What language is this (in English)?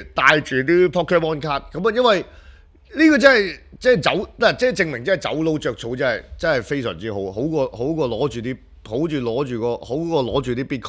Cantonese